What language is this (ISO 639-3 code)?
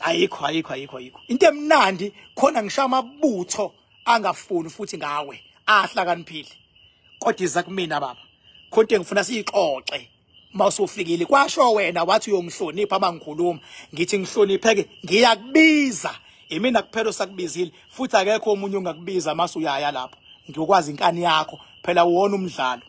zul